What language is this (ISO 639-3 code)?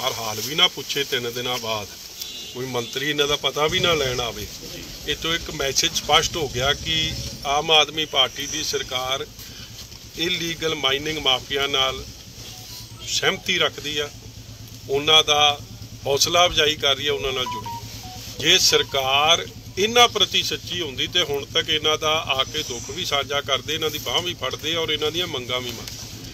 pan